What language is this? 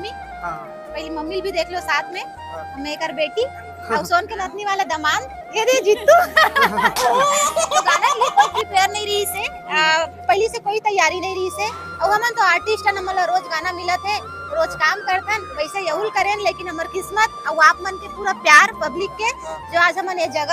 Chhattisgarhi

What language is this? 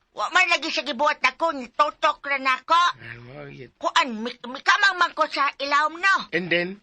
Cebuano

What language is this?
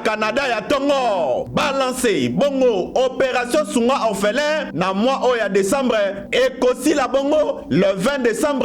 Lingala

